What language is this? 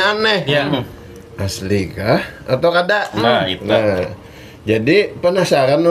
Banjar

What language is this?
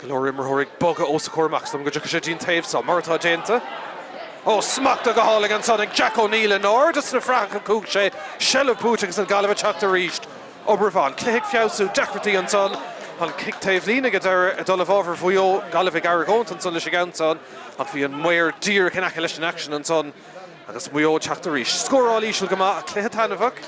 Irish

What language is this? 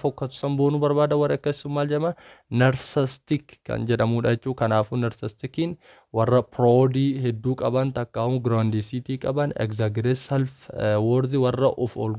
Oromo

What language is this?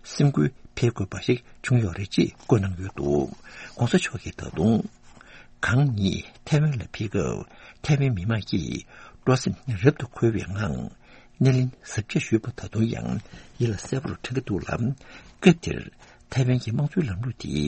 Tibetan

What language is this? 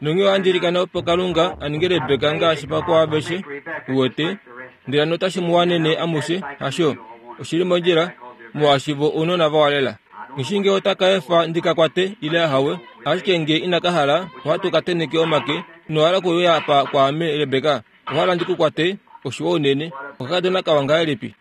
Kuanyama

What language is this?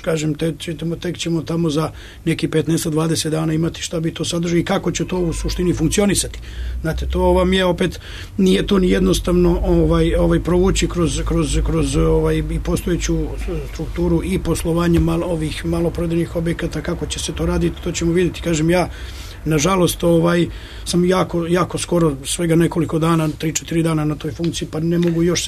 Serbian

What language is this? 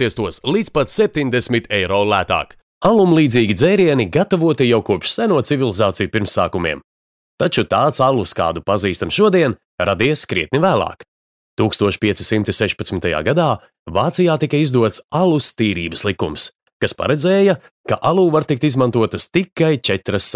Latvian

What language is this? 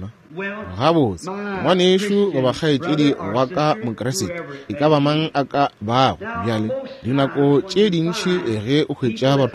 Northern Sotho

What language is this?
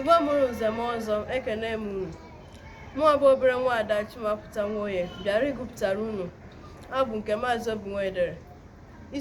Igbo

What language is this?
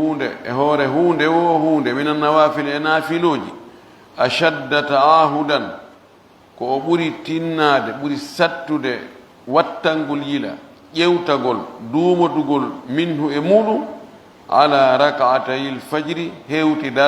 Pular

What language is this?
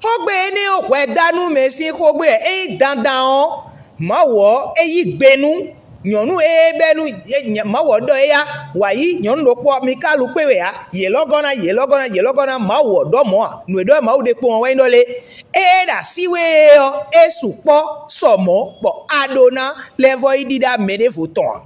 Fon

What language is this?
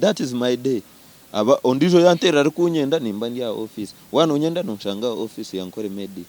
Nyankole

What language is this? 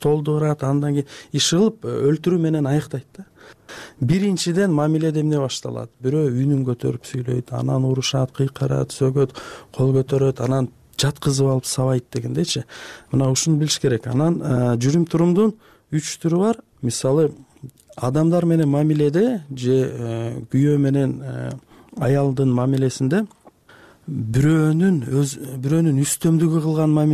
Kyrgyz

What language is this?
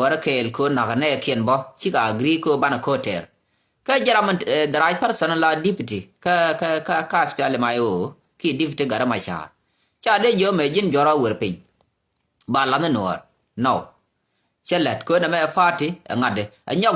Nuer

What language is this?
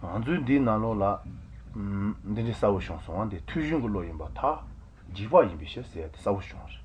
Malagasy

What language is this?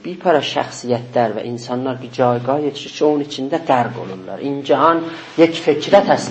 South Azerbaijani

